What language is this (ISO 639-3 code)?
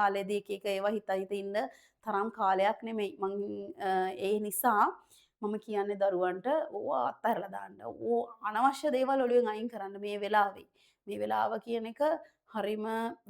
sin